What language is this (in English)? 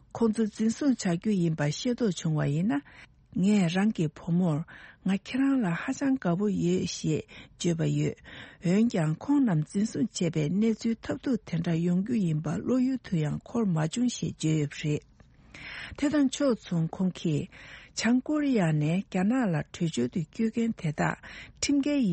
Tibetan